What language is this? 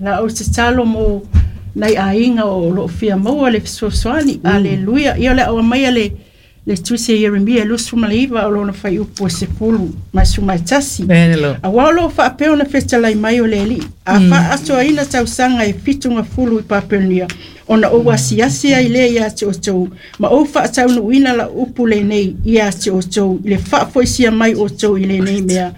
Samoan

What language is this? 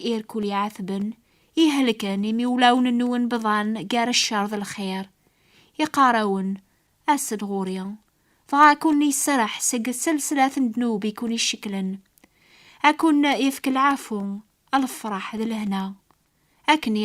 Kabyle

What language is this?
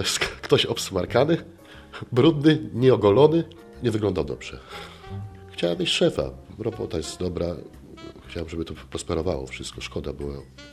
Polish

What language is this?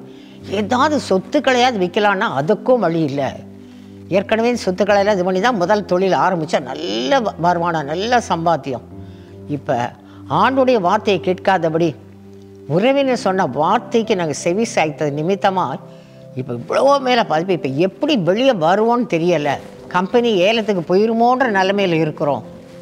Tamil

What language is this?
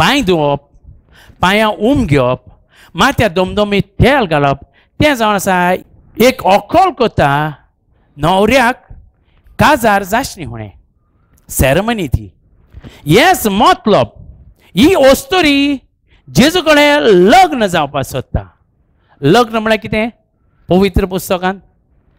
Konkani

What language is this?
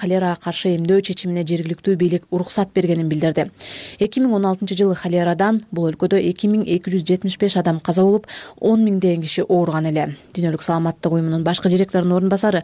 Kyrgyz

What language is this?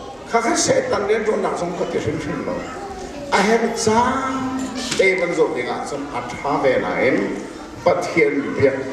Hakha Chin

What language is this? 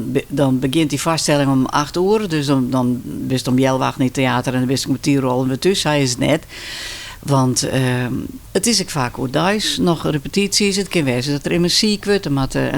Western Frisian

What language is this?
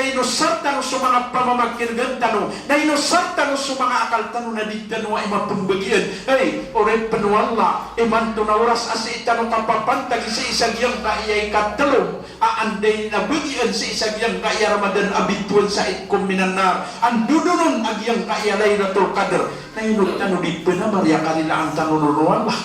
Maranao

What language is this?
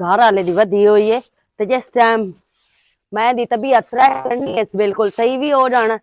Western Panjabi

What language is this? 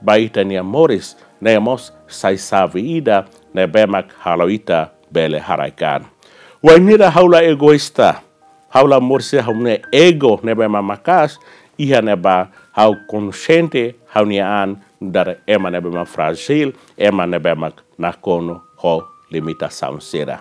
Tetum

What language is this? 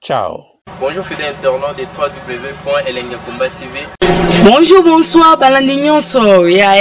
Lingala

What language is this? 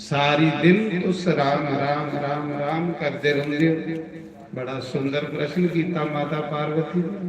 Dogri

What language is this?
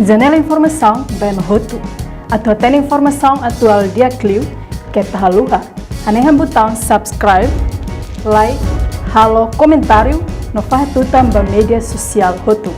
Tetum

